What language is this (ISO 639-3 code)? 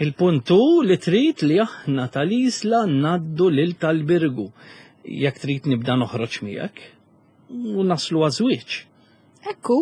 mlt